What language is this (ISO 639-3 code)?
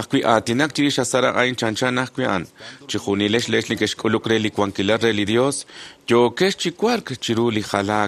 kek